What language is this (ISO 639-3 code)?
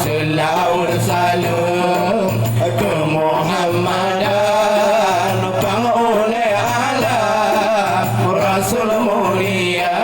ace